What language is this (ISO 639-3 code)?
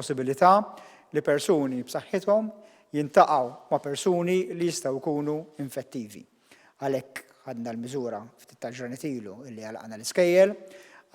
mlt